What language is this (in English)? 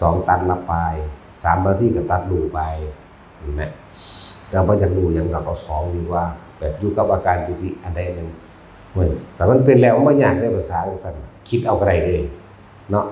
Northeastern Thai